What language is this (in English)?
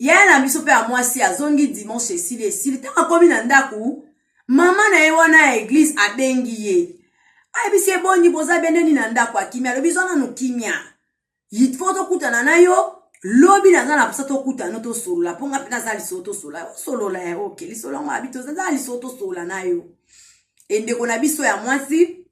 Lingala